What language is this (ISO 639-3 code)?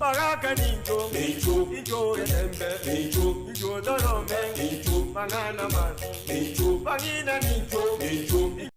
guz